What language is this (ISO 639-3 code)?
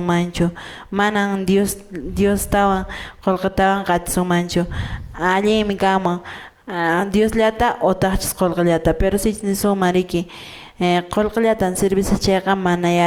que